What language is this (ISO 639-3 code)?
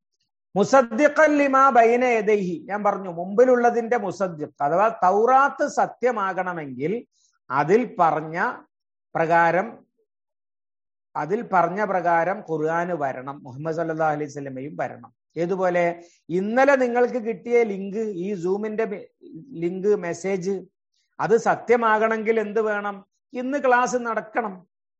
mal